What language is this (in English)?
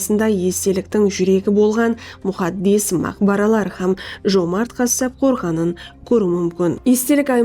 Kara-Kalpak